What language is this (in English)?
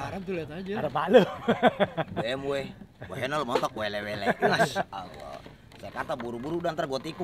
Betawi